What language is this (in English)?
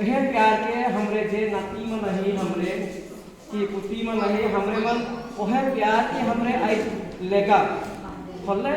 Sadri